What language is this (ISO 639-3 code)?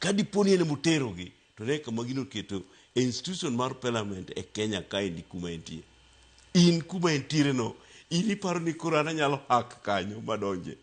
luo